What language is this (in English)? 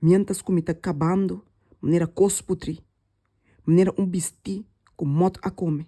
Papiamento